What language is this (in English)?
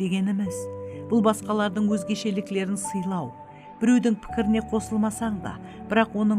Kara-Kalpak